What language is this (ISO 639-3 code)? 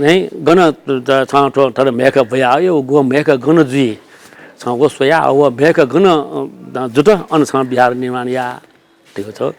new